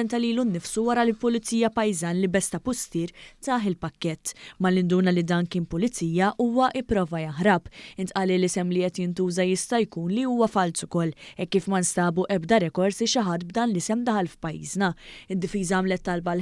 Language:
Maltese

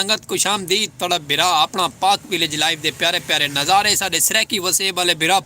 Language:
Saraiki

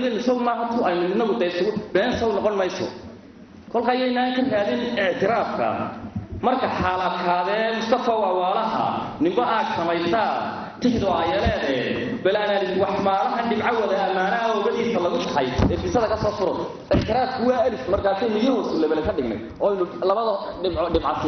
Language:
Somali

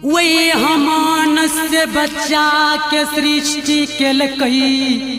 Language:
Maithili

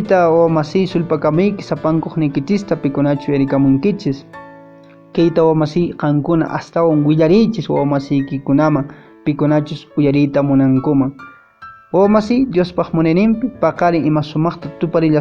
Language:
Quechua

